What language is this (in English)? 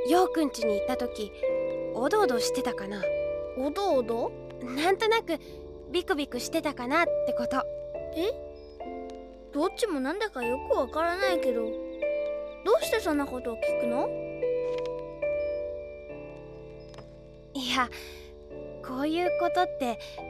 Japanese